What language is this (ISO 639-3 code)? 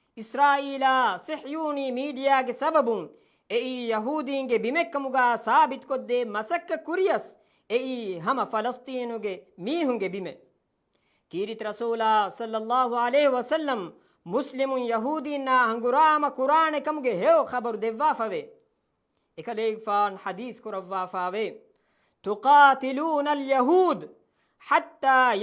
div